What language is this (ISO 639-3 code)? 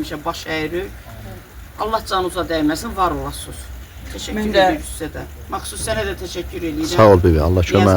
aze